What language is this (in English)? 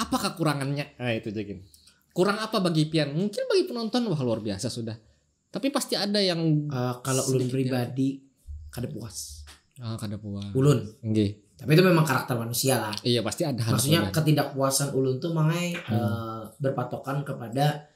Banjar